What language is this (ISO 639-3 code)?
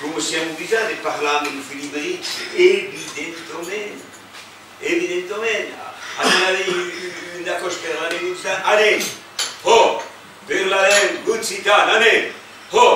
oci